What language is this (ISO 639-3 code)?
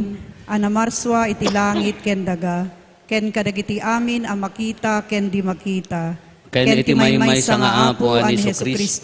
ilo